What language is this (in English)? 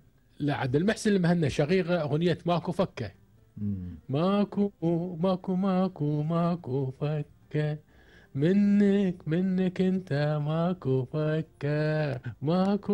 Gulf Arabic